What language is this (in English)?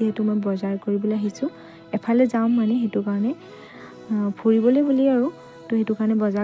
Assamese